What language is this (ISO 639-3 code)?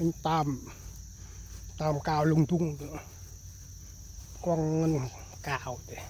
cmo